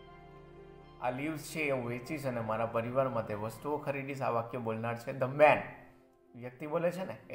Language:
Gujarati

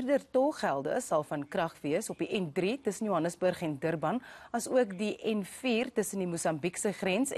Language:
Afrikaans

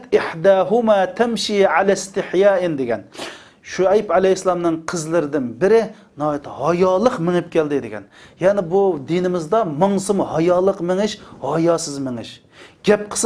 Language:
Uyghur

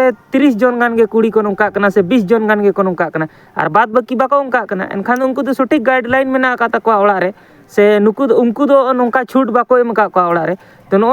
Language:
Santali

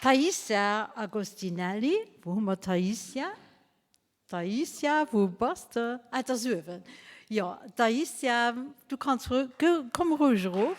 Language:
Luxembourgish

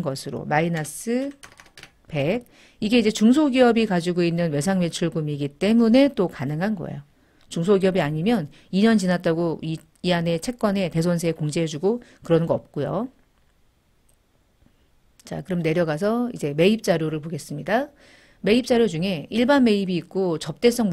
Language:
Korean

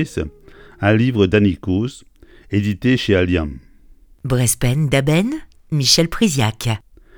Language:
Breton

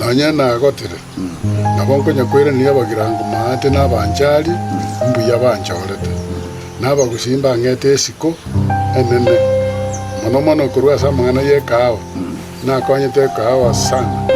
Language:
Gusii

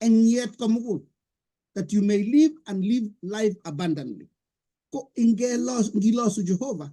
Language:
Kalenjin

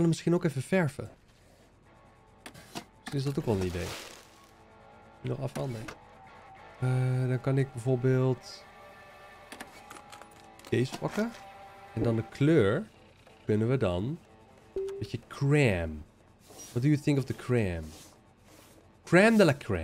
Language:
Dutch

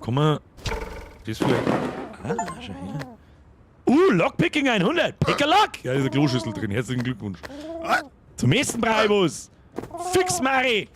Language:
Bavarian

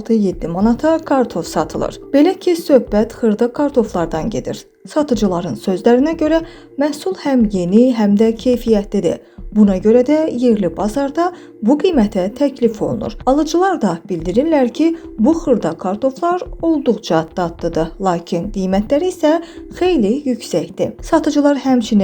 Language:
Azerbaijani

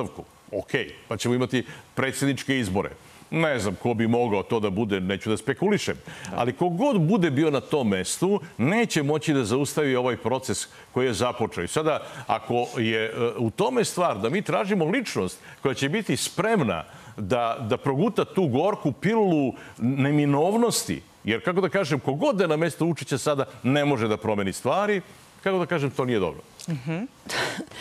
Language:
Serbian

